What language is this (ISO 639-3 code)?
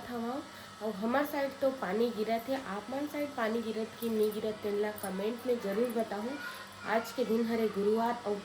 hne